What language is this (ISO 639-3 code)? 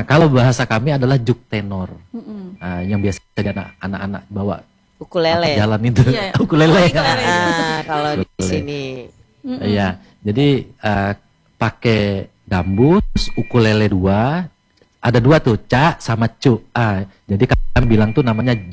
ind